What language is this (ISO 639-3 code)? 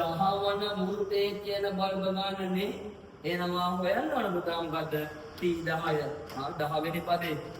sin